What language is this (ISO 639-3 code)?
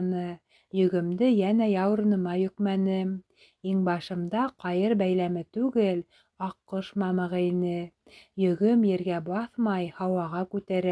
bak